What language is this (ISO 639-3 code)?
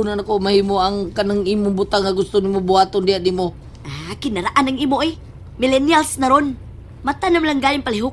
ceb